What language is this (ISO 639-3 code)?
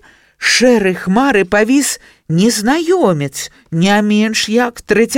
bel